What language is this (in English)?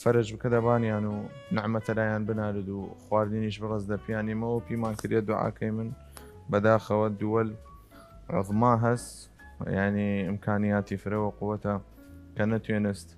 Southern Kurdish